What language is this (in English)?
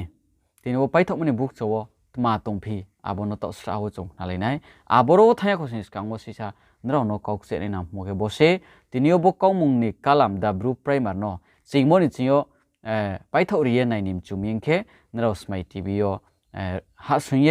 Riang (India)